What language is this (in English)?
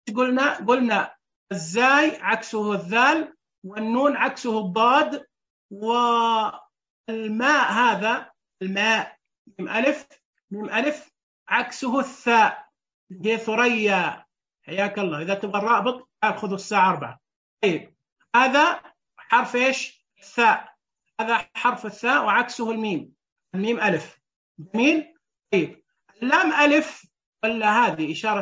Najdi Arabic